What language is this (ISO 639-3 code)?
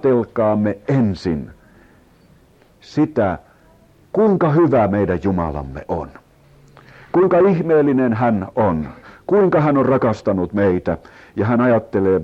fin